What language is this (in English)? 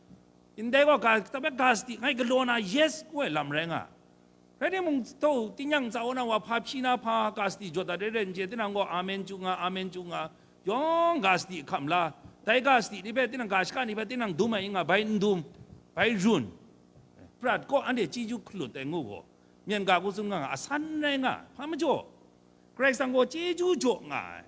Kachin